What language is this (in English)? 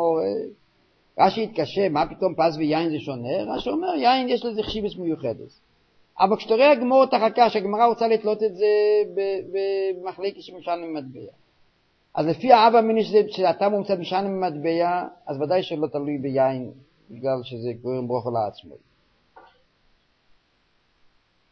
Hebrew